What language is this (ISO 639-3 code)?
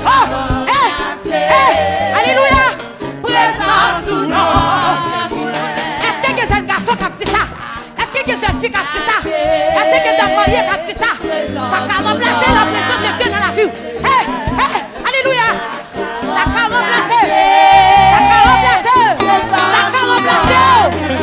hat